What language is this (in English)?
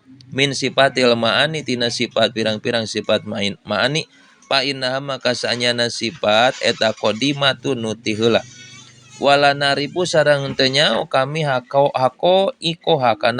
Sundanese